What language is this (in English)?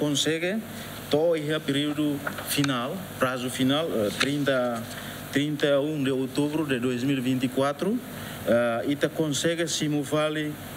Tetum